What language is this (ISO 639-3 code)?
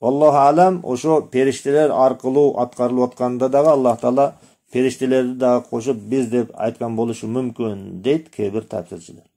kir